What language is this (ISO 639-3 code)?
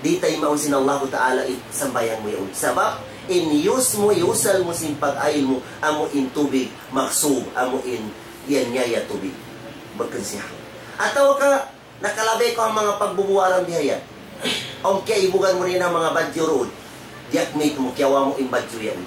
tsg